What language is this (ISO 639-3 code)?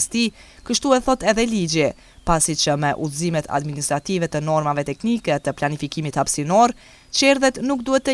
sqi